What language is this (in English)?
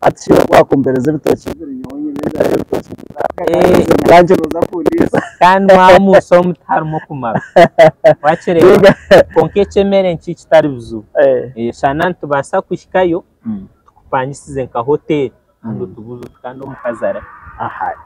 Nyankole